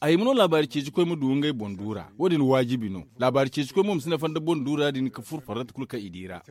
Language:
Zarma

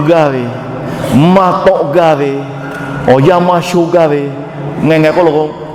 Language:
Lahu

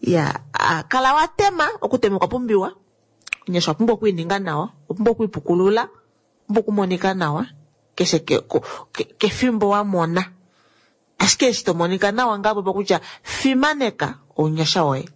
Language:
Kuanyama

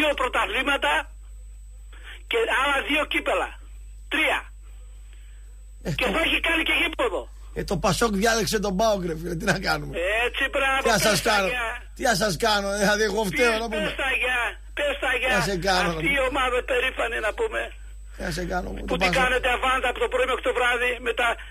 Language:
Greek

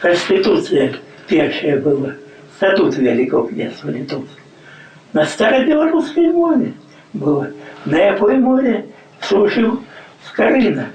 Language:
Belarusian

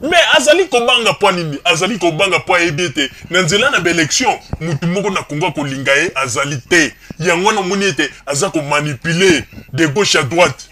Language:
Lingala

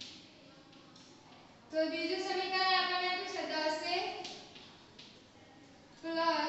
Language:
Gujarati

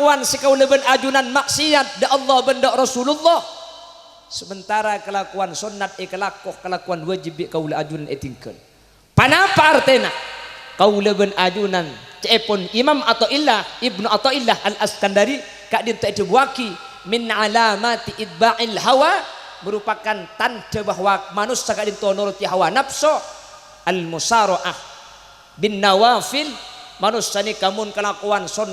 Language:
Madurese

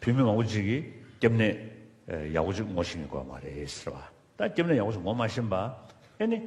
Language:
Tibetan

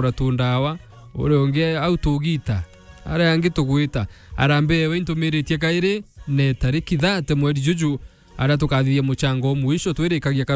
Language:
Meru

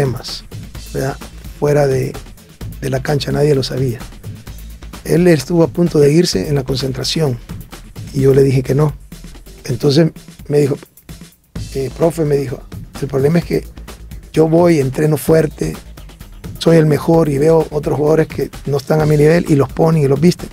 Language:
Spanish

